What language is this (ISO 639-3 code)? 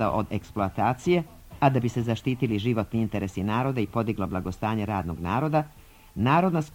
srp